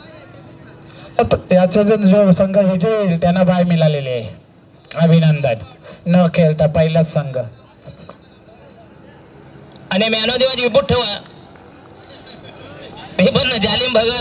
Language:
Marathi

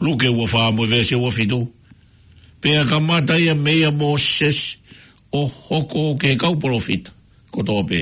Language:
Tongan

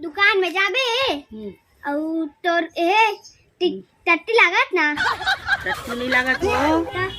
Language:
Chhattisgarhi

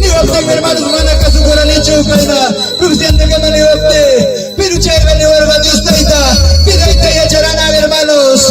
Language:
Ayacucho Quechua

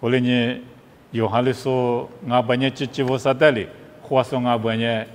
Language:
Lisu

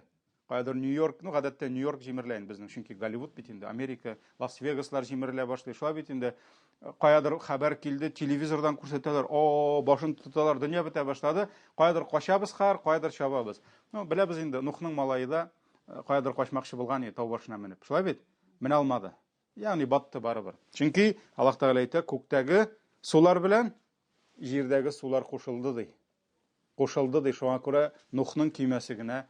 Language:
Tatar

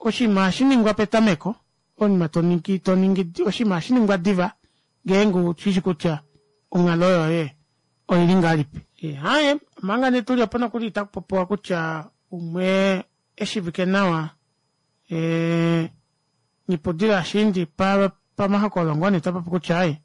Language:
Kuanyama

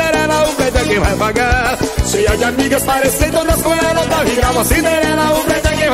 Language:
Portuguese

